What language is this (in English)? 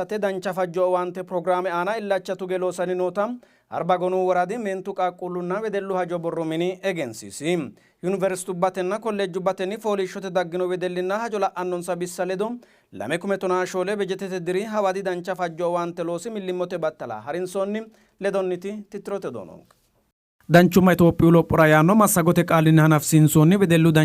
Sidamo